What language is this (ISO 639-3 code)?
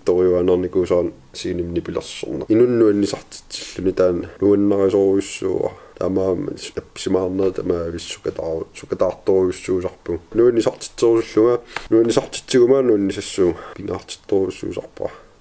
kal